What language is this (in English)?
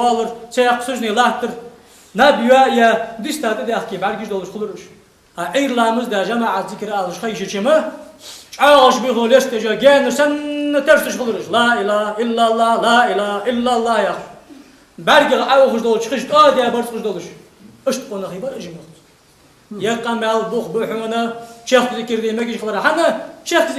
Ingush